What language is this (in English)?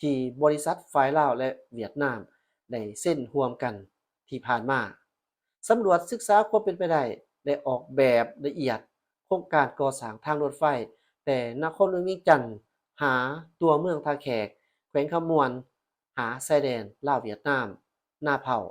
Lao